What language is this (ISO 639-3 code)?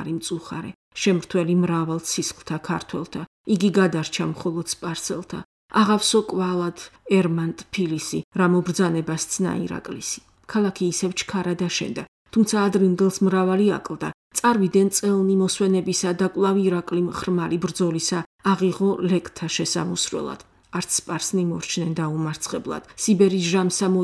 kat